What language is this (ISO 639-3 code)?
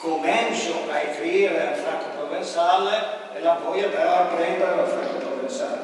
frp